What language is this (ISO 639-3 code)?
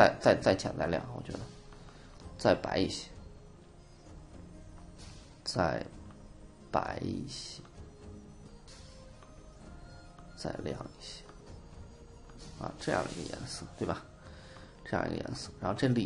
zho